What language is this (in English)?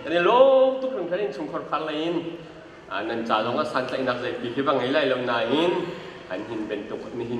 Hakha Chin